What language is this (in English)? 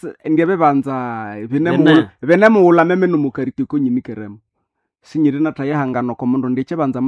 Nande